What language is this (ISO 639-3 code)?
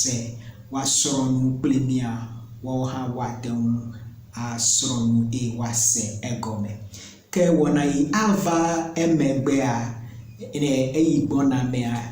ewe